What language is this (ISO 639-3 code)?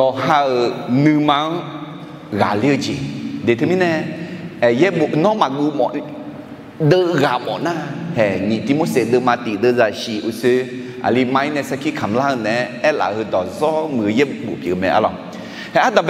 ahk